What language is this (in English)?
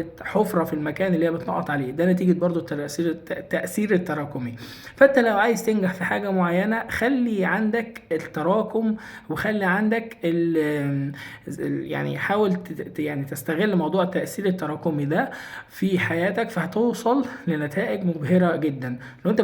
Egyptian Arabic